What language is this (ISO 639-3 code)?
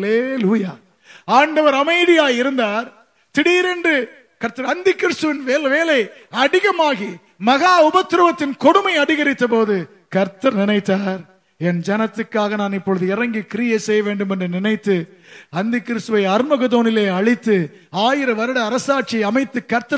tam